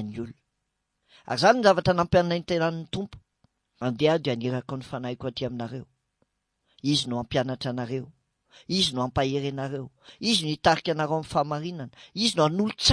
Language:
Malagasy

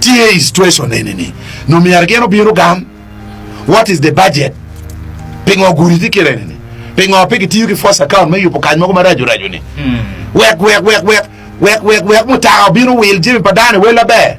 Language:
Acoli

